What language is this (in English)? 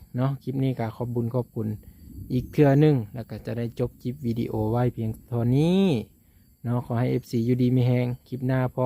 Lao